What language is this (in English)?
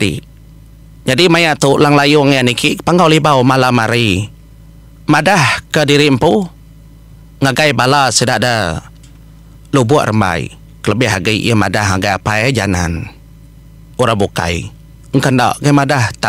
Iban